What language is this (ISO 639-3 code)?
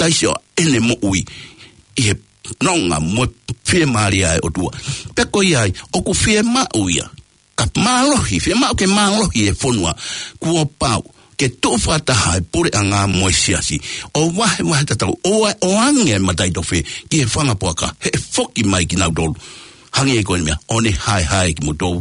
ton